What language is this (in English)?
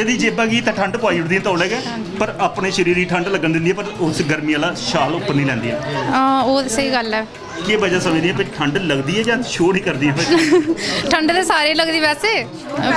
Dogri